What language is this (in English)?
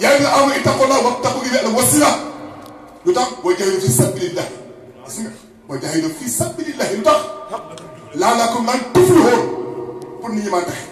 Wolof